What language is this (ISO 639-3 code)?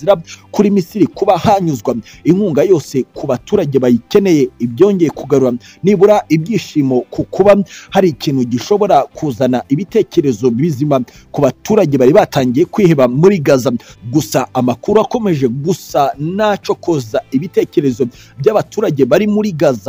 kin